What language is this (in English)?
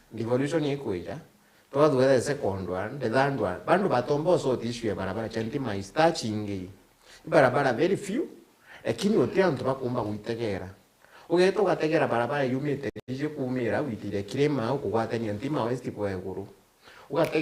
Meru